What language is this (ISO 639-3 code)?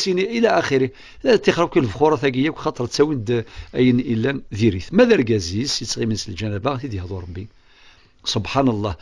kab